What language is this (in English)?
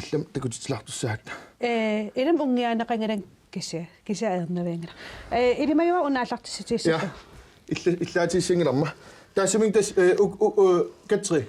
Kalaallisut